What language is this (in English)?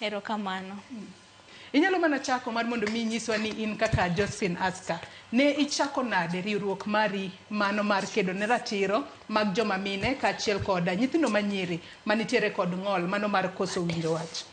Luo (Kenya and Tanzania)